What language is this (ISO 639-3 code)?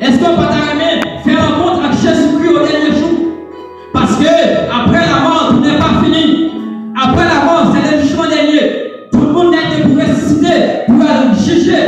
hat